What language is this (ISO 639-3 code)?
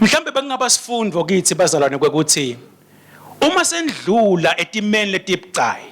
ssw